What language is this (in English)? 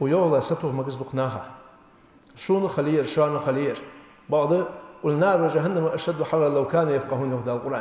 Ingush